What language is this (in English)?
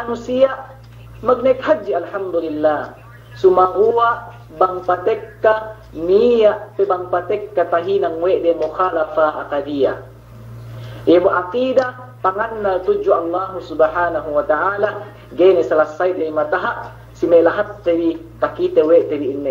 Yakan